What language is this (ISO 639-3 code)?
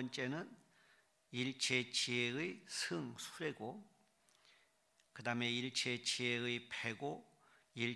kor